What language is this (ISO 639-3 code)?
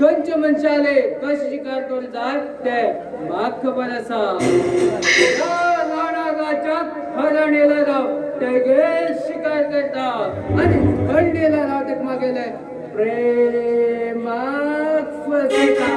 kok